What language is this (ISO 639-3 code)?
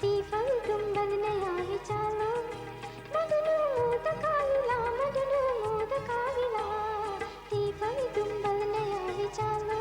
div